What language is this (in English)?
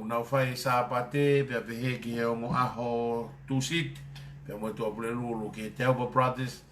Tongan